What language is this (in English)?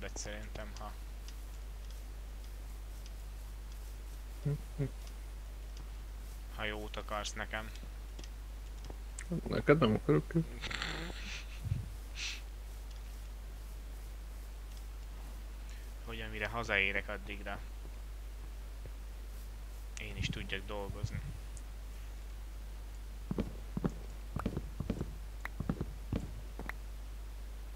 Hungarian